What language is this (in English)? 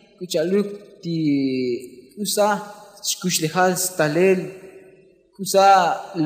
Tzotzil